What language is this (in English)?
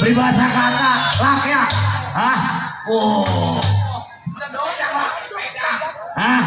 Betawi